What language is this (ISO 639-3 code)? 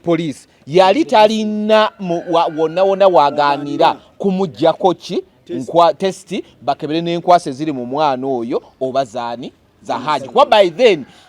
lug